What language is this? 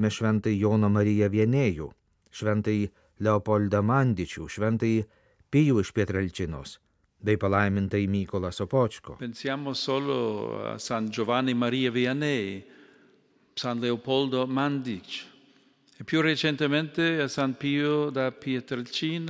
Lithuanian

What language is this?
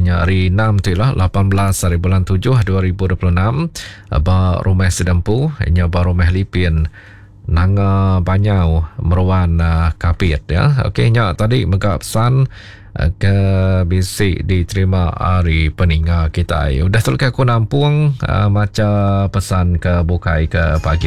Iban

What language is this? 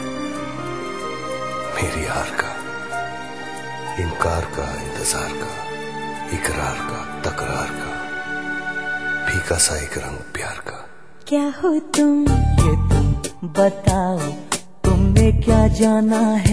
Hindi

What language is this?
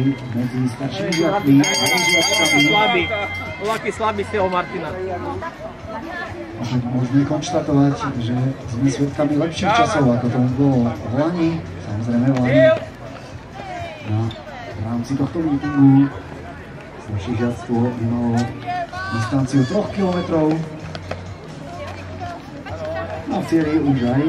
Slovak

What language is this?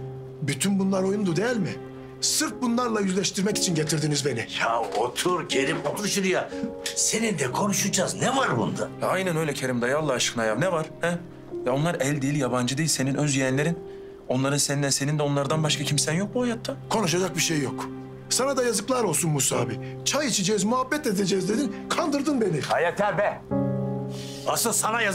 Turkish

